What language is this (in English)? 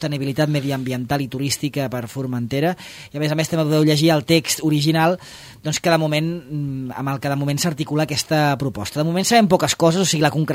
Catalan